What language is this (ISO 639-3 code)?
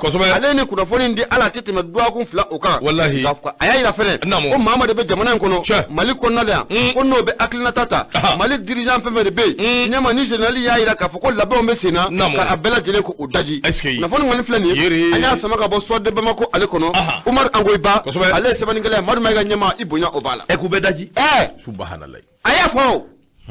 bam